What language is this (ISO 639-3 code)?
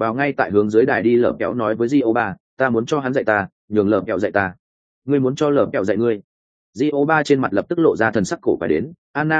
vie